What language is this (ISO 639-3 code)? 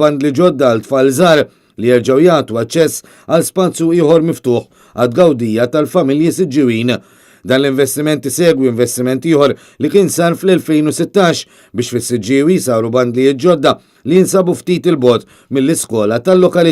mlt